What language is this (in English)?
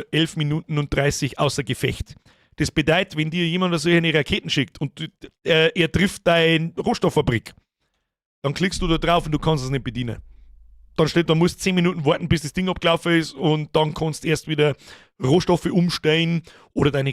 Bavarian